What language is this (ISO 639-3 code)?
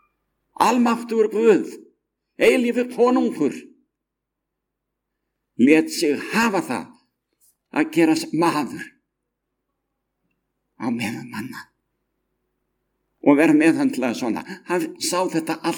isl